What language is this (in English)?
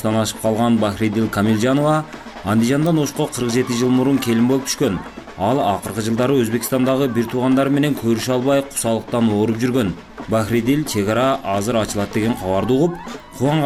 Kyrgyz